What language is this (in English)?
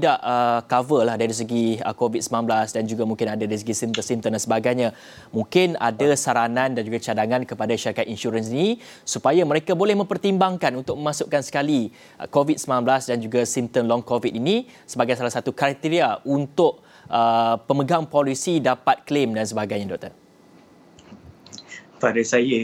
Malay